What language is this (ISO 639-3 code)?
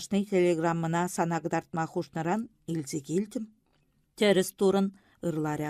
chv